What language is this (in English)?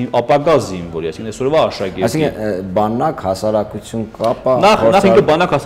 Armenian